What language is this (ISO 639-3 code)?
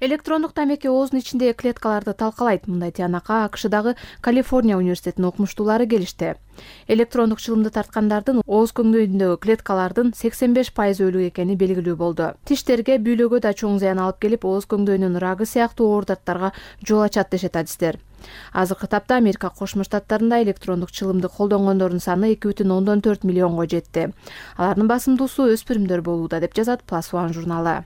kir